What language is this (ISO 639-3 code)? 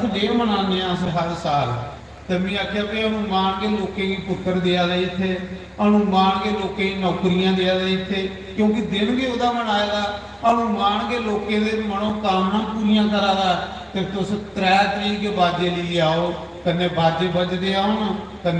doi